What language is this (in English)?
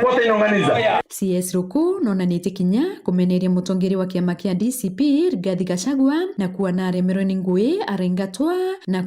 Meru